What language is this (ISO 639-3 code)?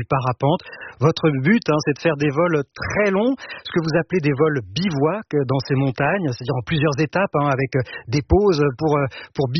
fra